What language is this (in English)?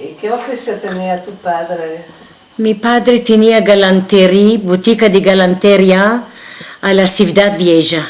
Ladino